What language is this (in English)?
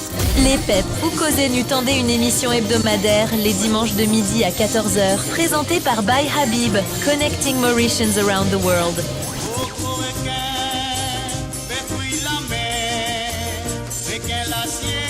Morisyen